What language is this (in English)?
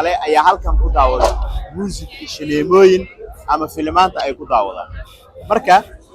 Somali